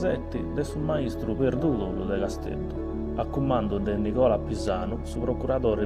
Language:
Sardinian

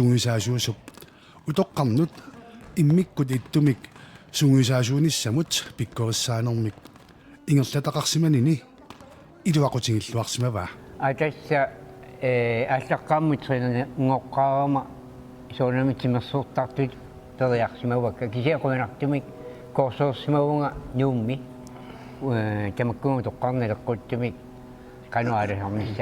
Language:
Kalaallisut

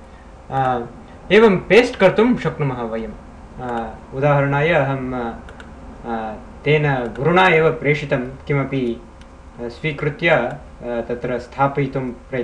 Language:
Sanskrit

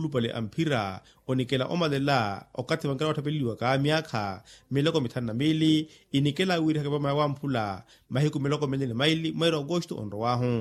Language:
Makhuwa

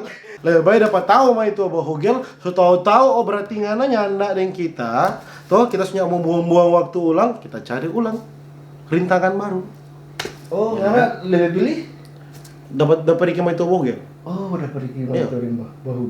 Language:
Manado Malay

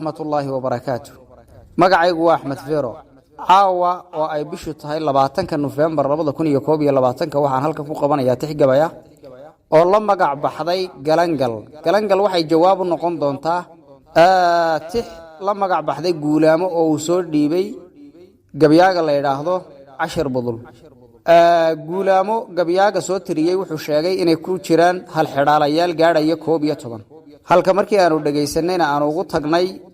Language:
Somali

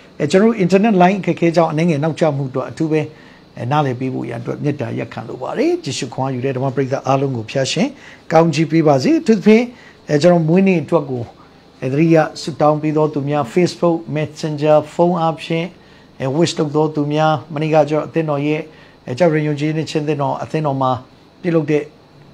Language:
Burmese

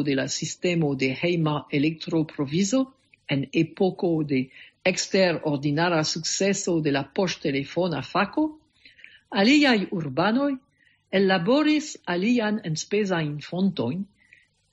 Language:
Esperanto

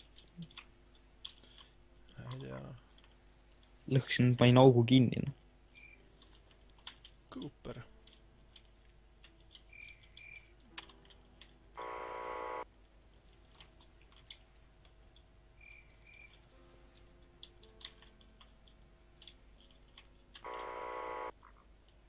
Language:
Estonian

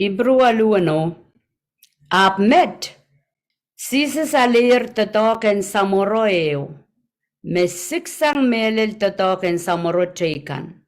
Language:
Pohnpeian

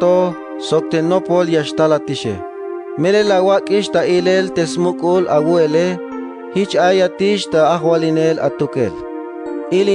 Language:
Tzeltal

